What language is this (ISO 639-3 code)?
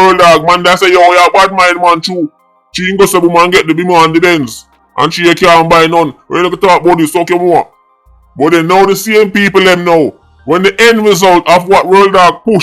jam